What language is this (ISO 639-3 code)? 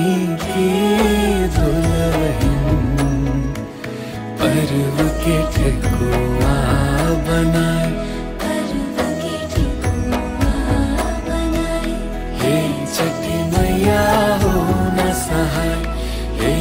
bho